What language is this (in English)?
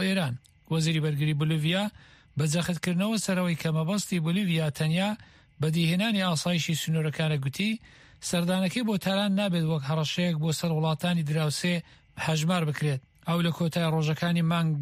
Central Kurdish